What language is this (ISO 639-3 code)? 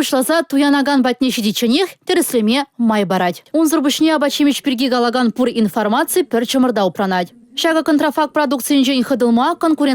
chv